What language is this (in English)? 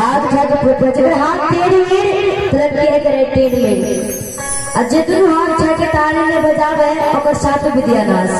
Maithili